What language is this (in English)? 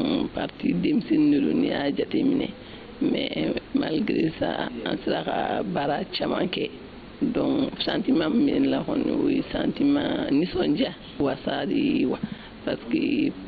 Bambara